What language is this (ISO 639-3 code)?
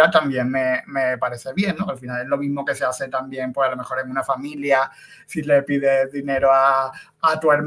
spa